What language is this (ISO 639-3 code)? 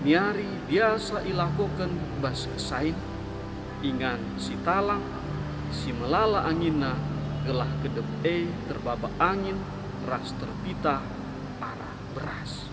btx